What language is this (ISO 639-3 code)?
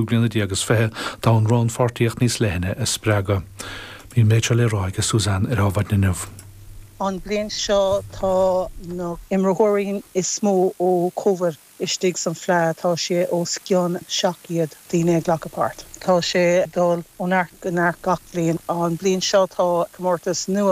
gle